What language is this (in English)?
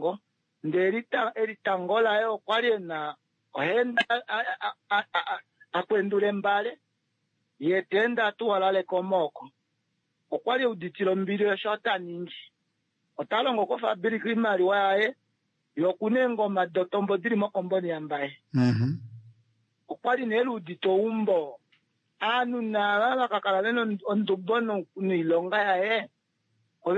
Kuanyama